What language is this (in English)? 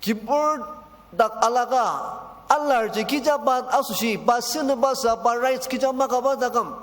Ao Naga